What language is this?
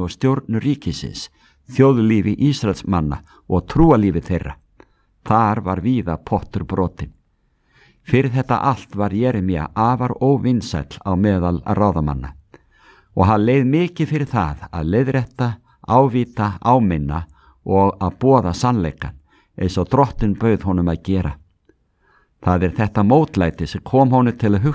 Icelandic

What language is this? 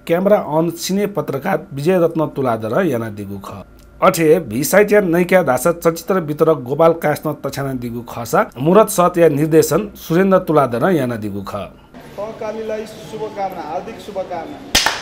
Newari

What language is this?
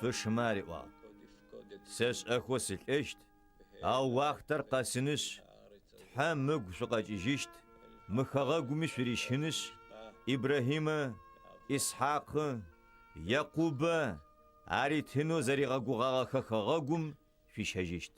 Adyghe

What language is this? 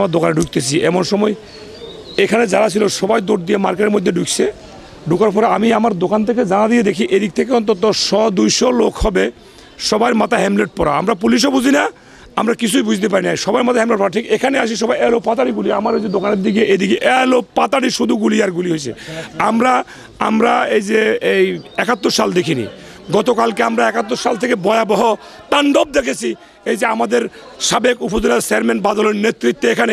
Bangla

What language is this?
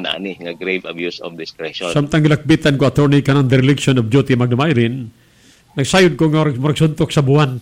Cebuano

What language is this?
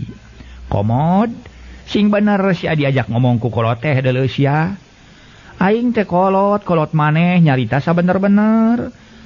Sundanese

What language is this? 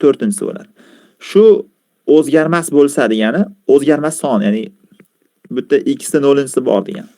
Uzbek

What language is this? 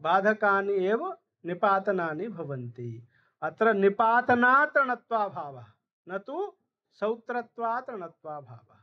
Sanskrit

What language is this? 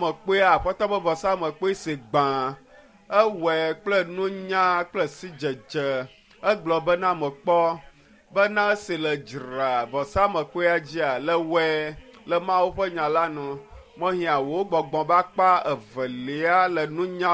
Ewe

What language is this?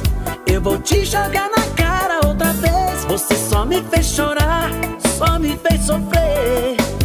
Portuguese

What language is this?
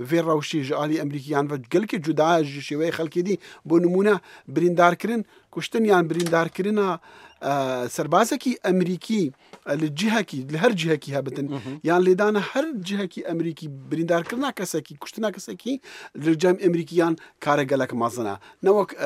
Kurdish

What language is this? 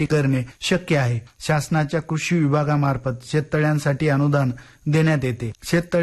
Marathi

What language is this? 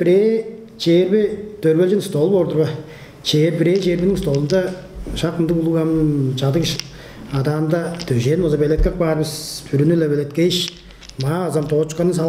Tuvinian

